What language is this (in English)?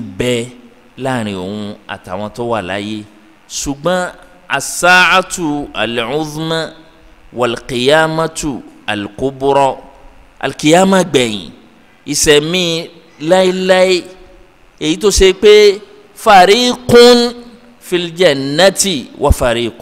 Yoruba